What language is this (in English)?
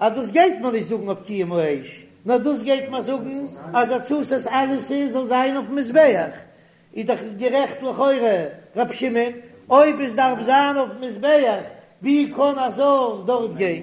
Yiddish